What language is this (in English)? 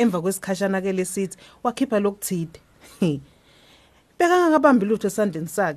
Swati